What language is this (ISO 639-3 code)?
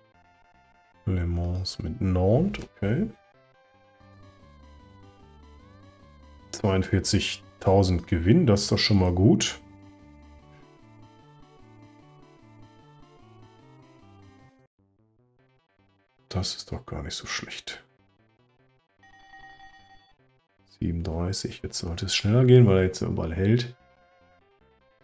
deu